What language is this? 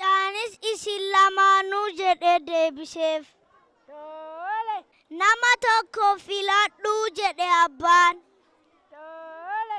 Oromo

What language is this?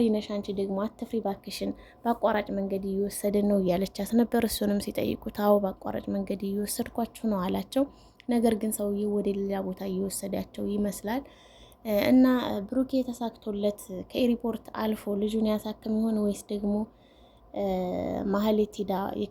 Amharic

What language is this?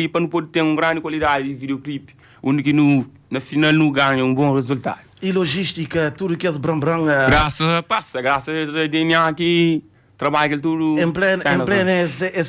Kabuverdianu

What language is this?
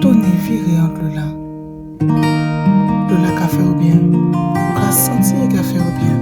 Guadeloupean Creole French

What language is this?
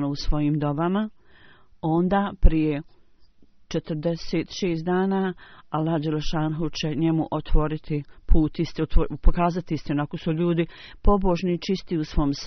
Bosnian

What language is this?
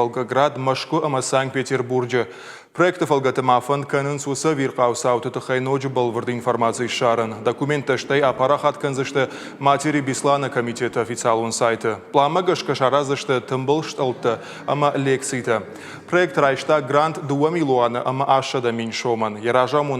Ossetic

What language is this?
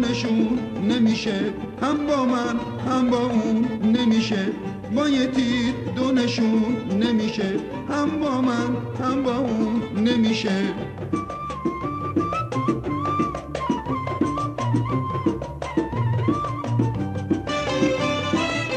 Persian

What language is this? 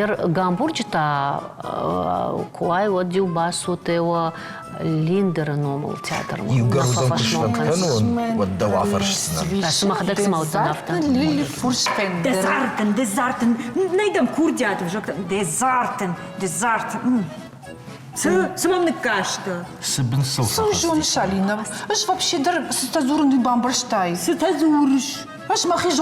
Ossetic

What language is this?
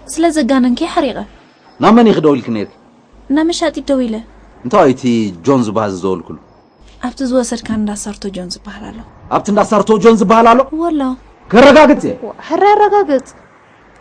Tigrinya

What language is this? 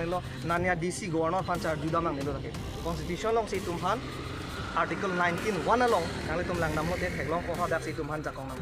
Karbi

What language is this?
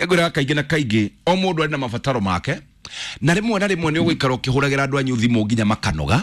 Kikuyu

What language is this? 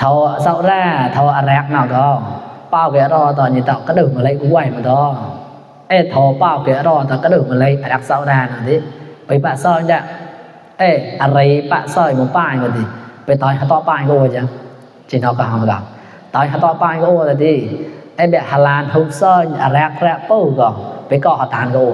Mon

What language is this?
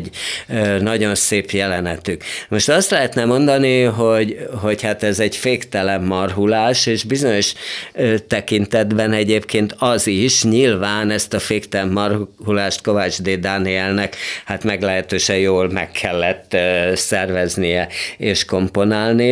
Hungarian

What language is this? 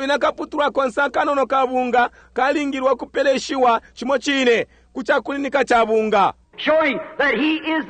Bemba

